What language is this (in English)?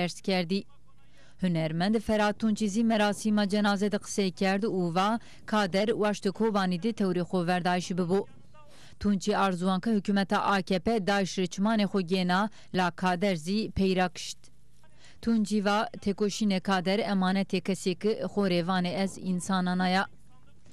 Zaza